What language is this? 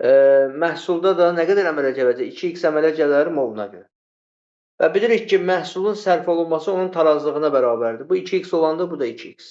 Azerbaijani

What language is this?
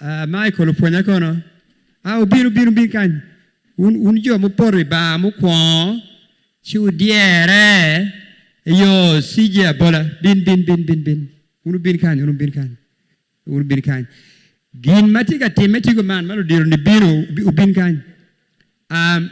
Acoli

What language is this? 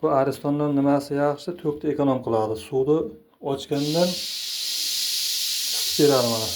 Uzbek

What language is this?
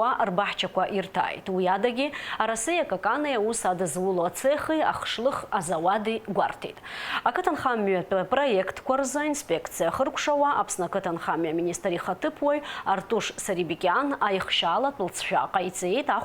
Abkhazian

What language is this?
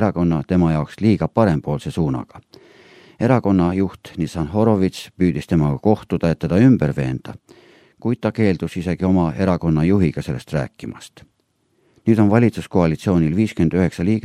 Estonian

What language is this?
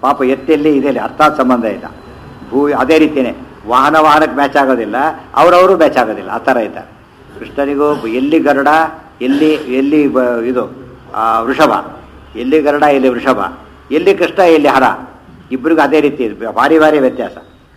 Kannada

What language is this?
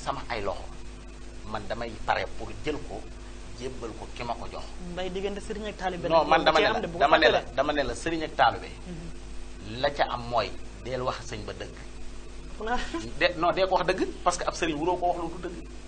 Wolof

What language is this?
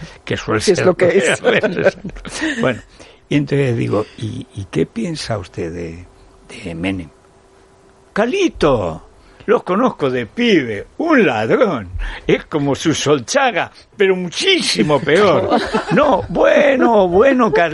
Spanish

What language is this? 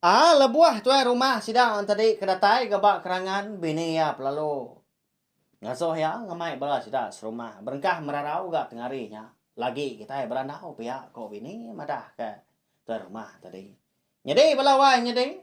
Iban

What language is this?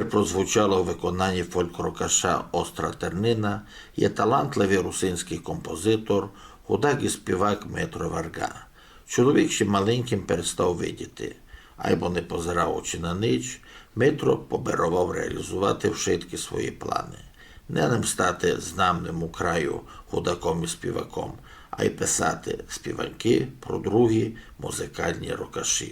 Rusyn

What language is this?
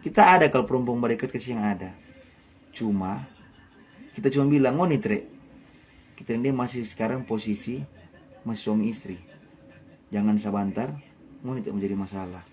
Manado Malay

